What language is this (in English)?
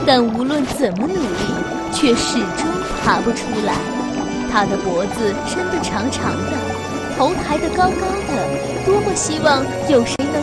Chinese